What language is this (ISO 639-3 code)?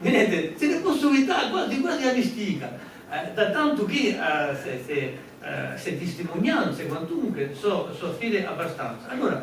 cos